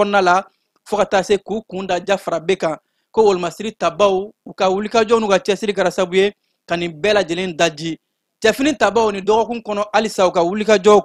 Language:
Bambara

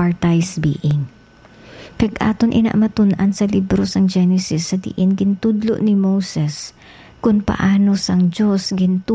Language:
Hiligaynon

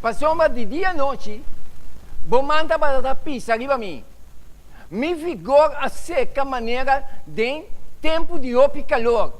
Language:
Papiamento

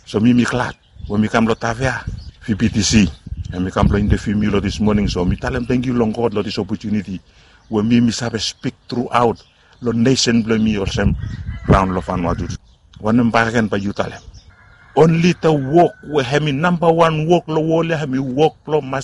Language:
Bislama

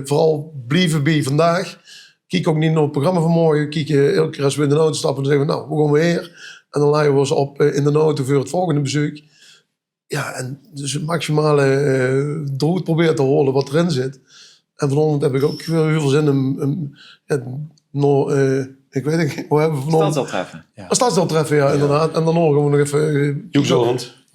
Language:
Limburgish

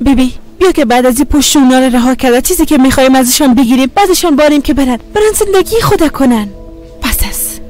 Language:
Persian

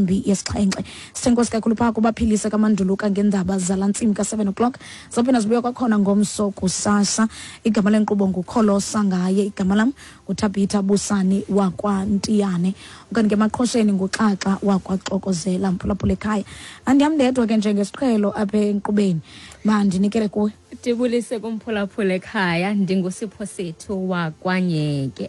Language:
Xhosa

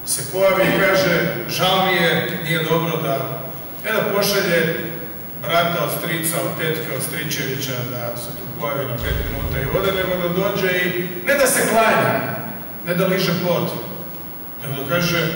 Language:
Croatian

